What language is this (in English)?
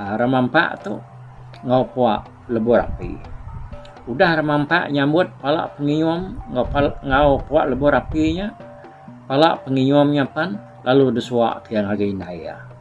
Iban